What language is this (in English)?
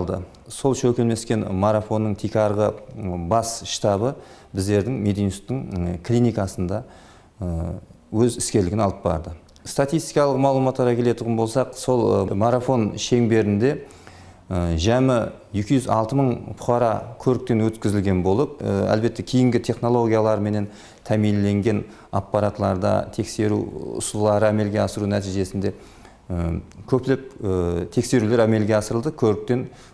Kara-Kalpak